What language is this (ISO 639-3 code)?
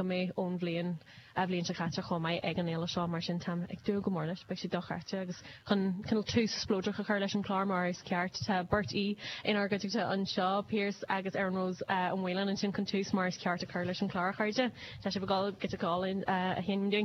gle